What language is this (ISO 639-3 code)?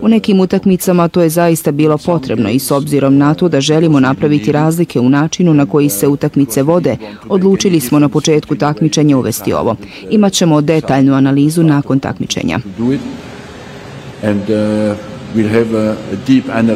bos